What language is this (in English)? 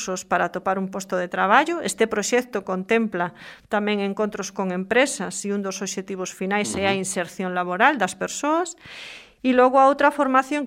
Galician